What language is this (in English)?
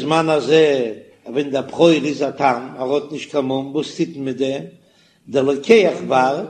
Yiddish